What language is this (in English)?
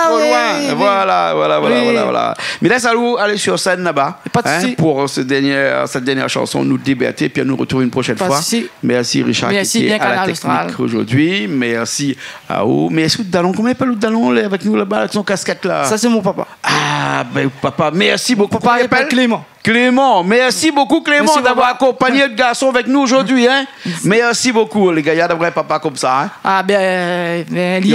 Réunion Creole French